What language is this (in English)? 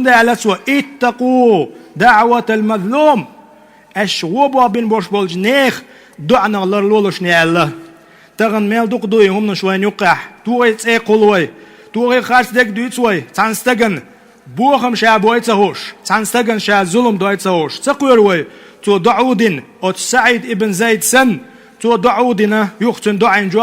Chechen